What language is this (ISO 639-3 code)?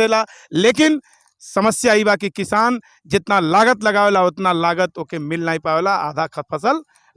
bho